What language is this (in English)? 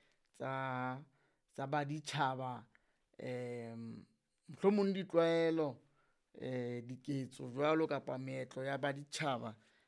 Southern Sotho